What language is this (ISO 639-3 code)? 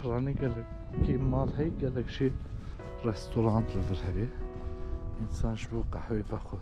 kur